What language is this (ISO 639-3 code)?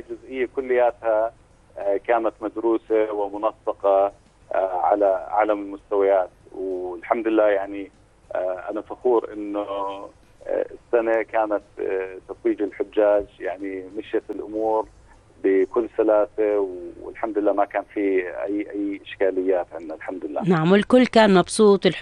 apc